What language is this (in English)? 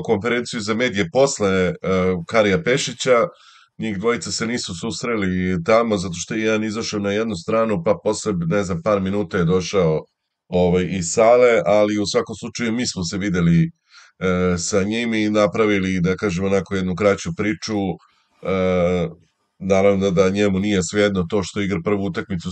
Serbian